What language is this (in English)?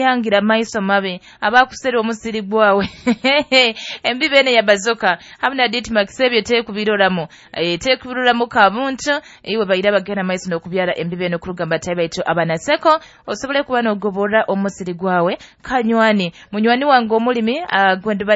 Nyoro